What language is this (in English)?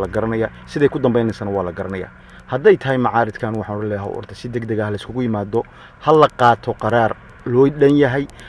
Somali